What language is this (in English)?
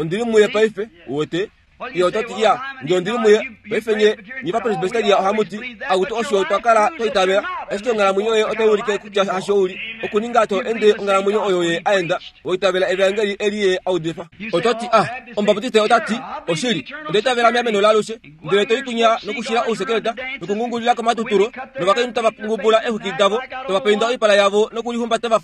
Kuanyama